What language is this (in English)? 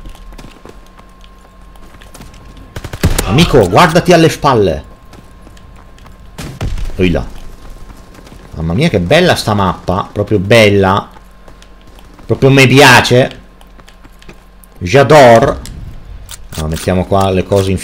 Italian